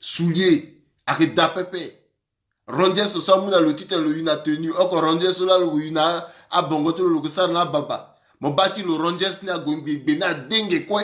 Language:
Sango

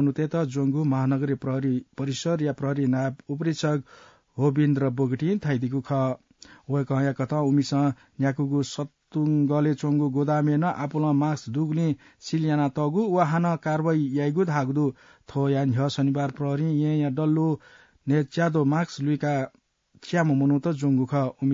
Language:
Newari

